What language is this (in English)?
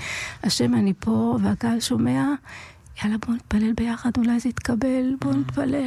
Hebrew